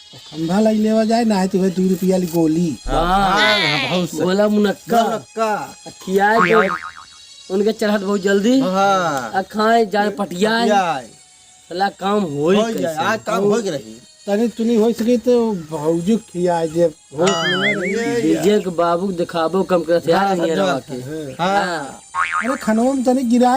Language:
Awadhi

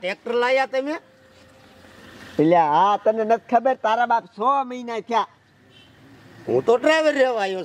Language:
Gujarati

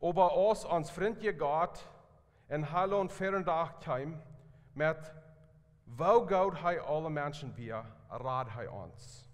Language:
Plautdietsch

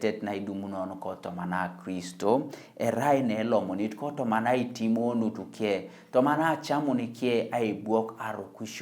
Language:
Teso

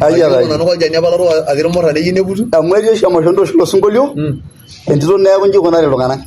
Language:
Masai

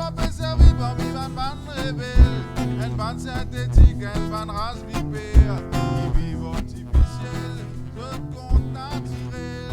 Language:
Morisyen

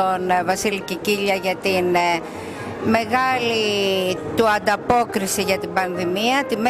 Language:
Greek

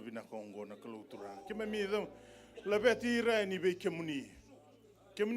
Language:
Fijian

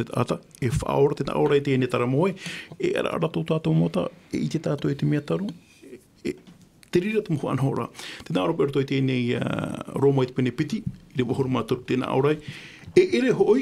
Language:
Tahitian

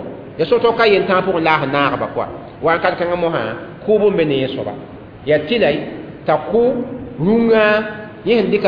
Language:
Mossi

